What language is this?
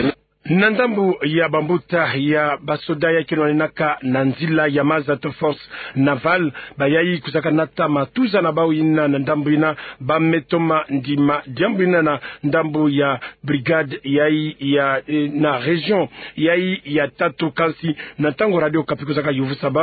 Kituba (Democratic Republic of Congo)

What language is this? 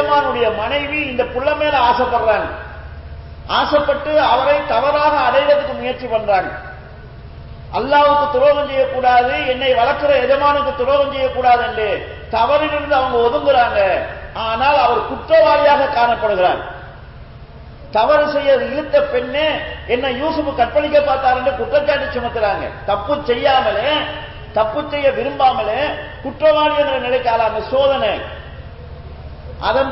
Tamil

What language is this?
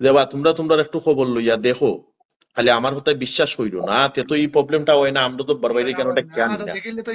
Sylheti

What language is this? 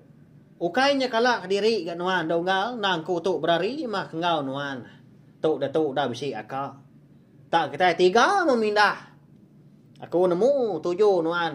Iban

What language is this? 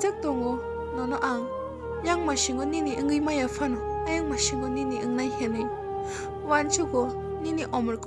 Kok Borok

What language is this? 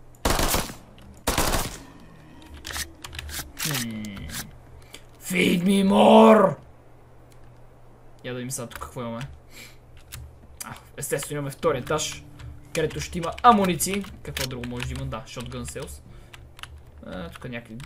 Bulgarian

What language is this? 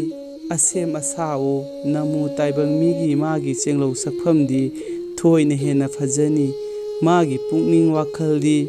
Manipuri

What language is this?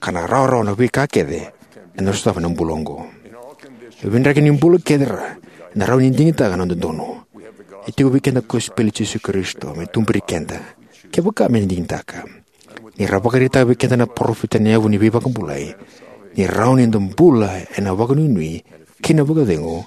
Fijian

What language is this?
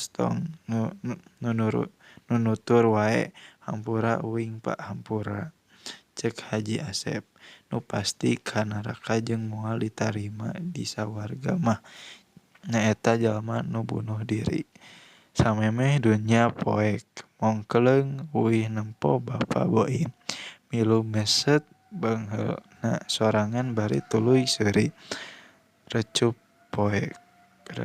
Sundanese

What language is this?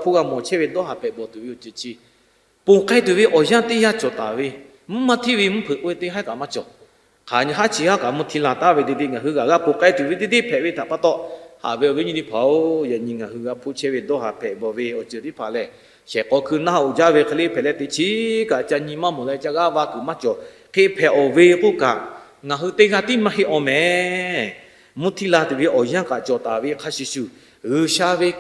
Lahu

